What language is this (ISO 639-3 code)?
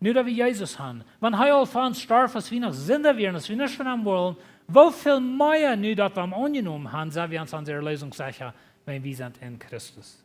pdt